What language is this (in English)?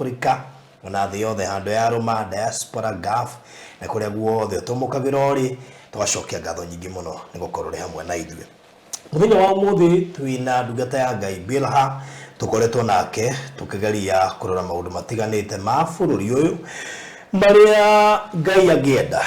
Kikuyu